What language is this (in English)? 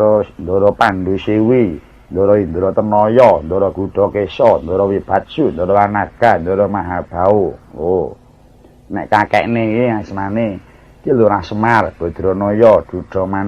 Javanese